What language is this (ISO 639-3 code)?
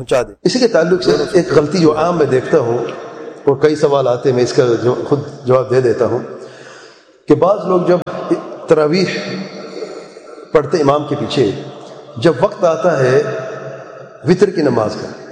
urd